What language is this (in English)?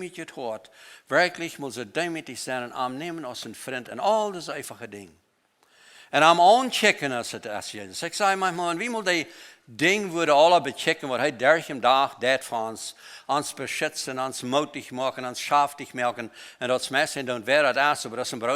Plautdietsch